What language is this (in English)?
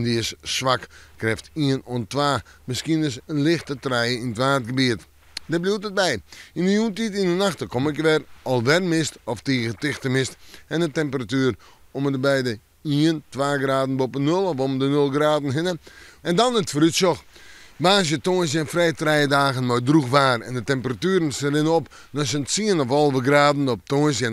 Western Frisian